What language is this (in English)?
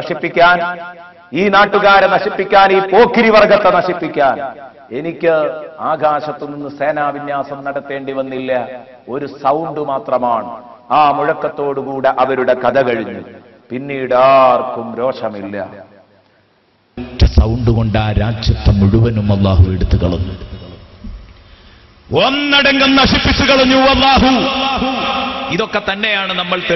Malayalam